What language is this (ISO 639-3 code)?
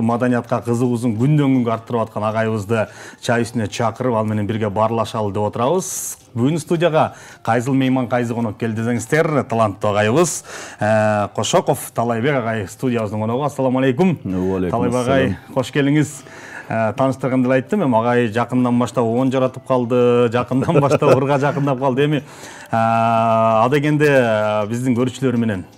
kir